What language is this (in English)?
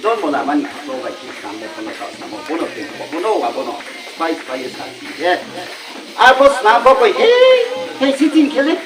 Riang (India)